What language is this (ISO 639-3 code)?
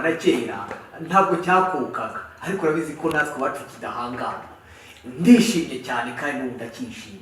kin